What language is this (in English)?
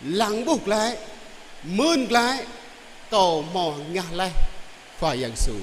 Jarai